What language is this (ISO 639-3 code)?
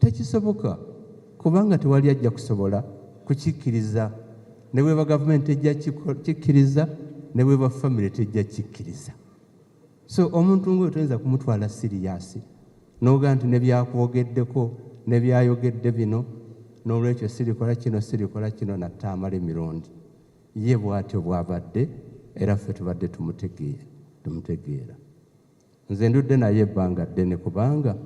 lug